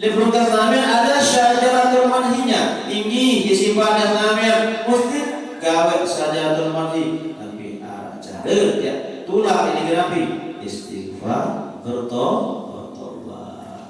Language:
Sasak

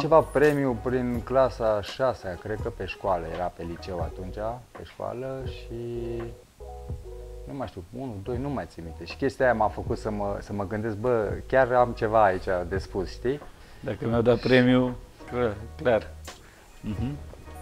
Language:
Romanian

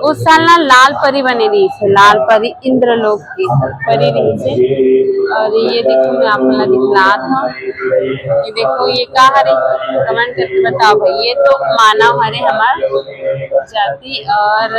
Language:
Chhattisgarhi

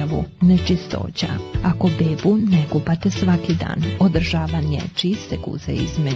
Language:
Bosnian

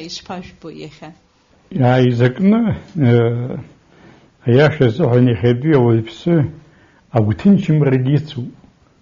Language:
Abkhazian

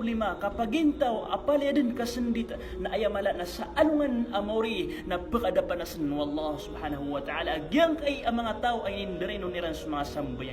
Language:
Maranao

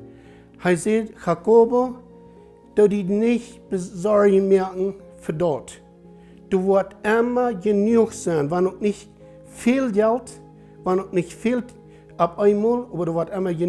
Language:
Plautdietsch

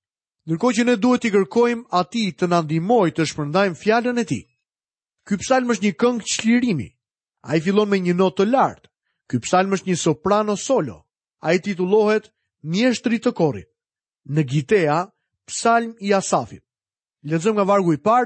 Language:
Albanian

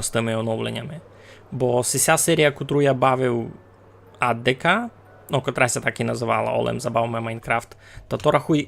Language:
Rusyn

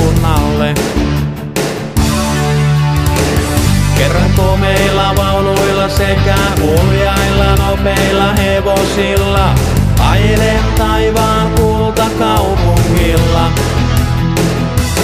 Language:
Finnish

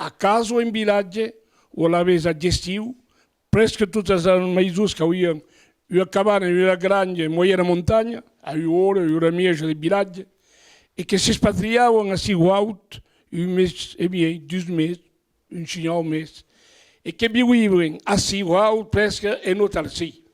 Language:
Occitan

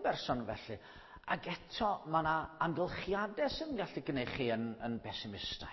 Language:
Welsh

